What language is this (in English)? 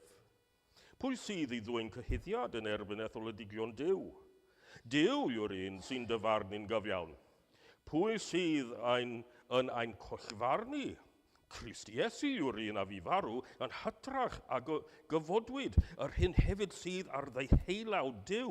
Welsh